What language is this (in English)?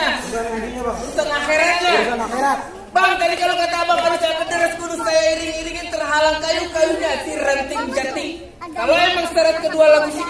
Betawi